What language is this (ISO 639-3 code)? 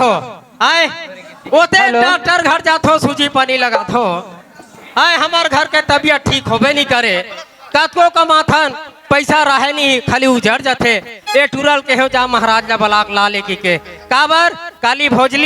hne